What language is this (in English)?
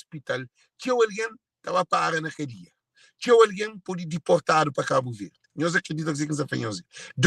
Kabuverdianu